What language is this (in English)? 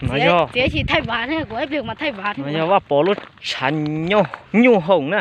Hmong